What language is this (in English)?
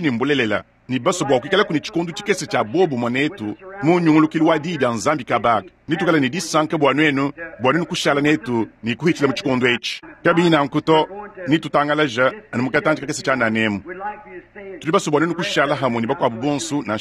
Luba-Lulua